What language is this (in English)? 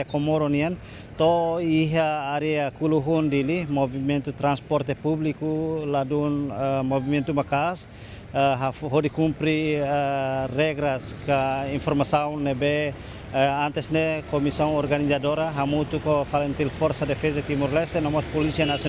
Tetum